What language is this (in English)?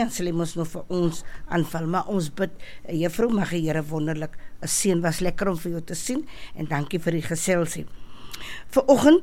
Afrikaans